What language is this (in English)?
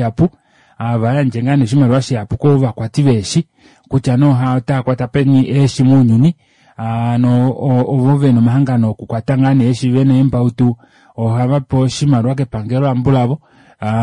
Kuanyama